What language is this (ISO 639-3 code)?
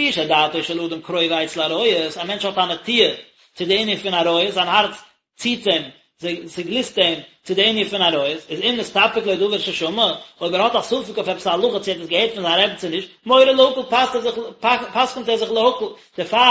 yid